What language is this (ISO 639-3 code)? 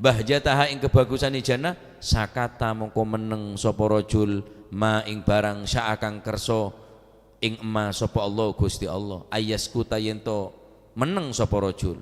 mad